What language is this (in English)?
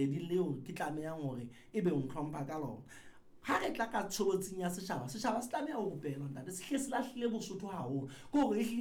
Southern Sotho